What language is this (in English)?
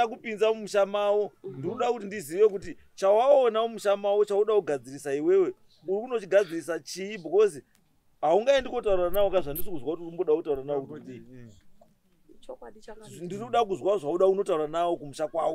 Shona